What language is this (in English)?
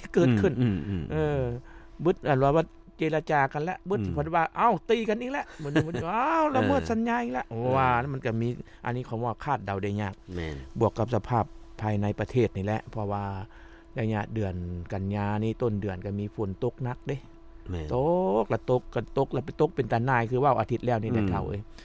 Lao